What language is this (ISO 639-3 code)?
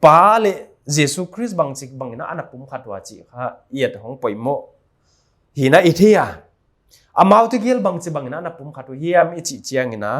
pck